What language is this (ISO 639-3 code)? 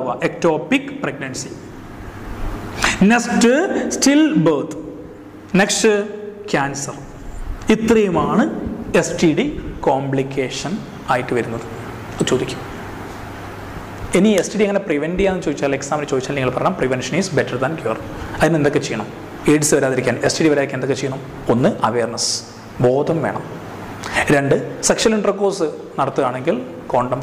mal